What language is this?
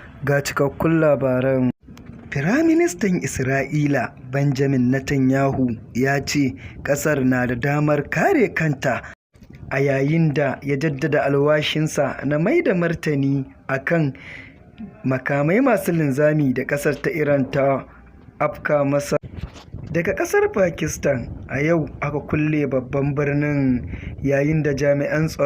Hausa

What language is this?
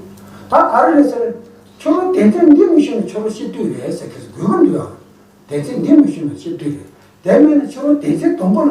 Tibetan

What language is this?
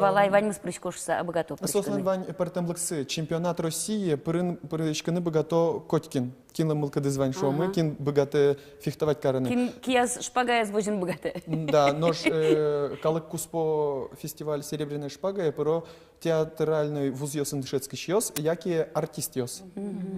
Udmurt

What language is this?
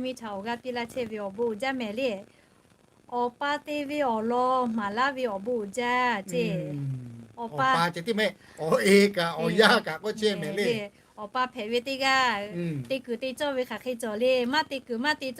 Lahu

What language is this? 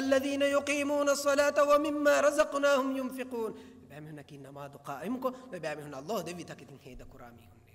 Divehi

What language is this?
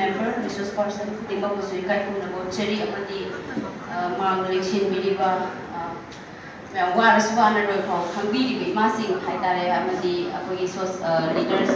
Manipuri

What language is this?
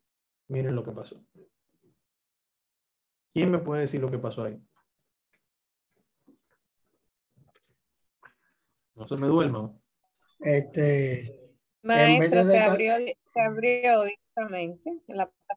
Spanish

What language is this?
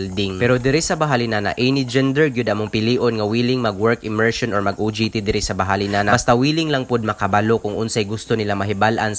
Cebuano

